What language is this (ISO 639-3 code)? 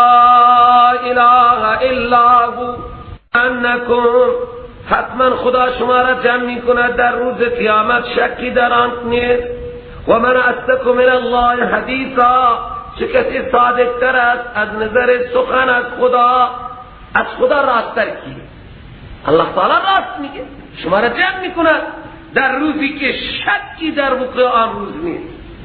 fas